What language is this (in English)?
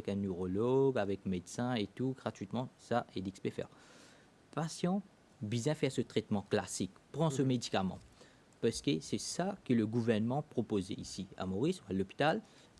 Morisyen